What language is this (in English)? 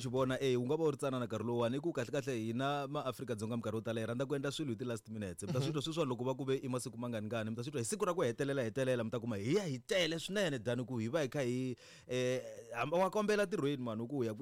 Tsonga